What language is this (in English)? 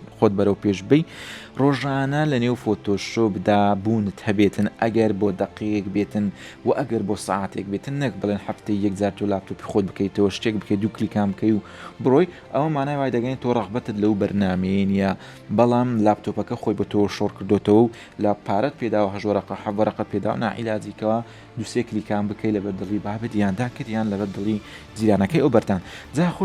Central Kurdish